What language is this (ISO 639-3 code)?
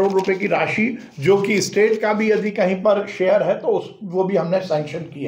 hin